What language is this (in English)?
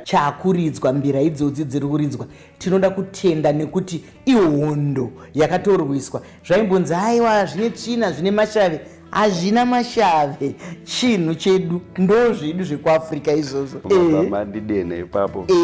Shona